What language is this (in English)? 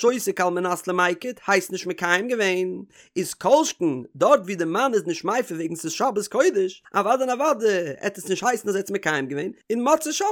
Yiddish